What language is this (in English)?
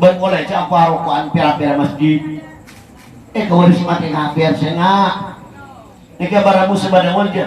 Madurese